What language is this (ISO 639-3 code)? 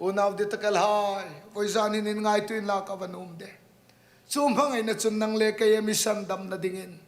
hmr